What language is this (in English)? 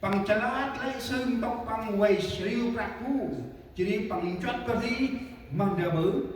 Central Mnong